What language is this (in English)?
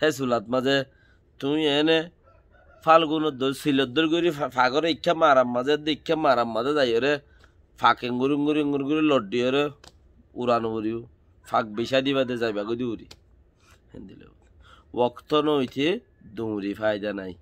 Rohingya